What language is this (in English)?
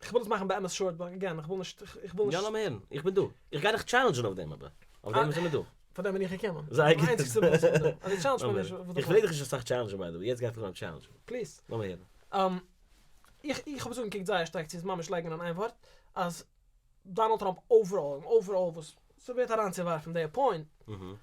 Yiddish